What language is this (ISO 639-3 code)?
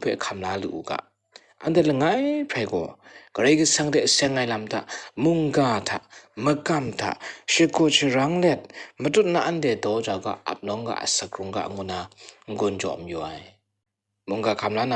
kac